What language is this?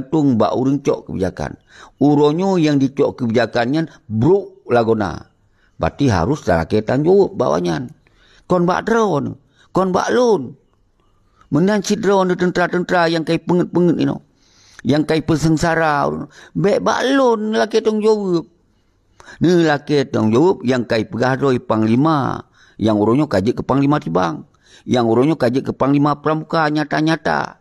Achinese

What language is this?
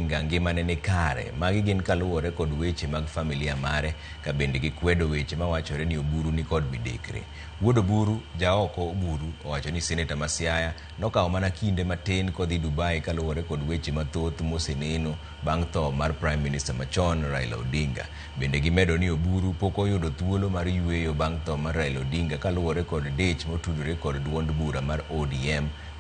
Luo (Kenya and Tanzania)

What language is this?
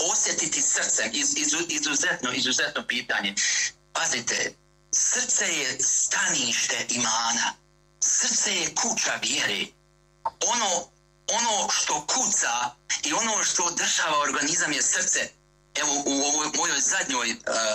Bosnian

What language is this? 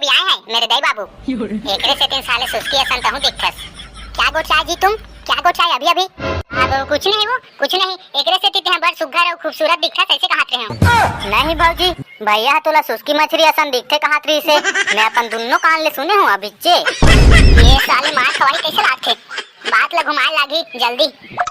Chhattisgarhi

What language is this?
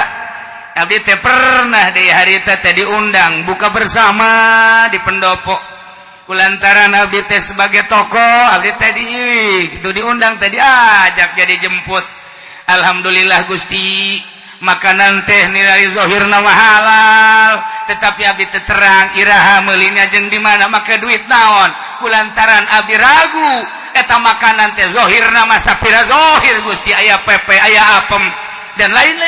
Sundanese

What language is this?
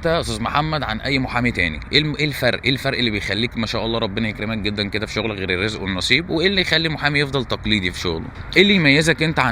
Egyptian Arabic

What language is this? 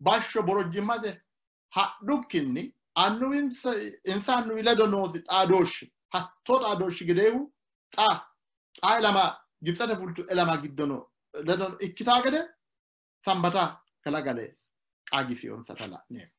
Sidamo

